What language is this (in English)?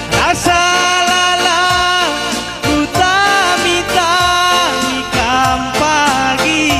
Batak Karo